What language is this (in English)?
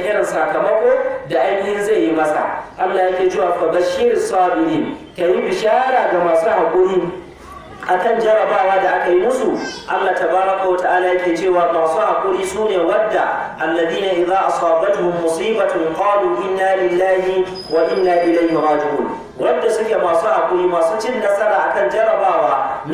Hausa